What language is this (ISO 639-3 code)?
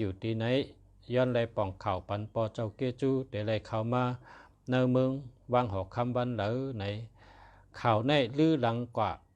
shn